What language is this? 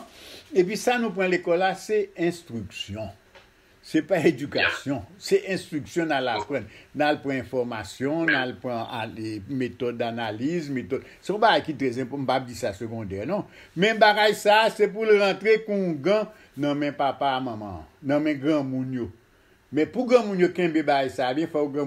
Haitian Creole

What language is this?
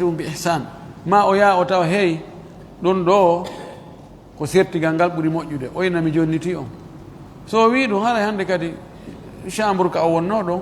Fula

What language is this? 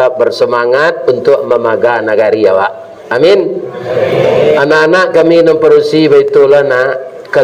Minangkabau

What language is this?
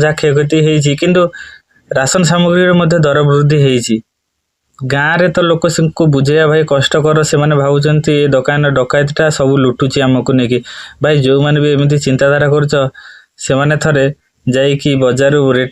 Odia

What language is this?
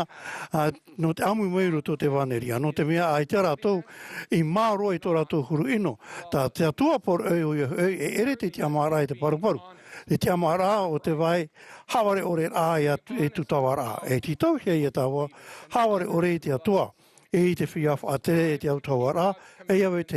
Tahitian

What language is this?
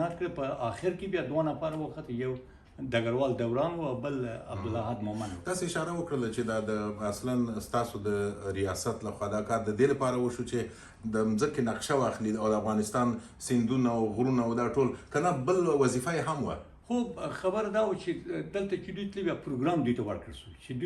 Pashto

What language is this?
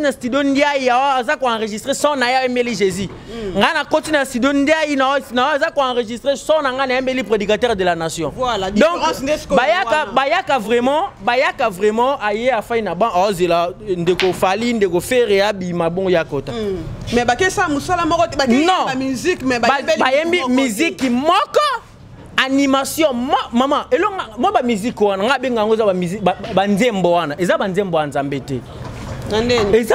Lingala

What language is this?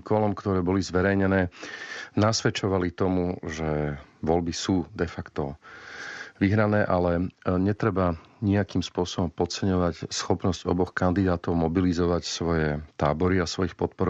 Slovak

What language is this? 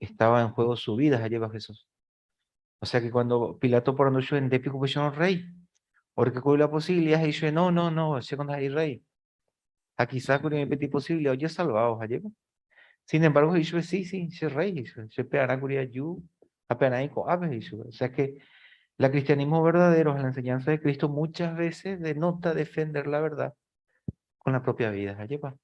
Guarani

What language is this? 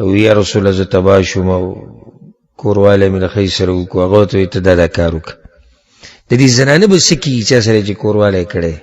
Pashto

